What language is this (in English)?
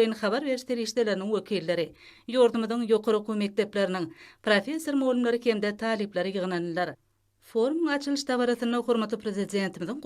Turkmen